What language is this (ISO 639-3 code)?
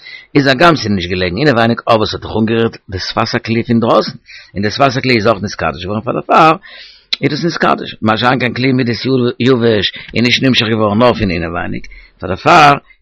yid